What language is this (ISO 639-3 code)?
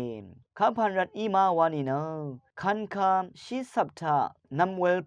raw